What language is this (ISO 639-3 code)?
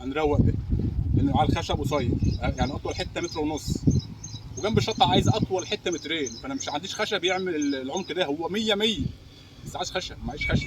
arz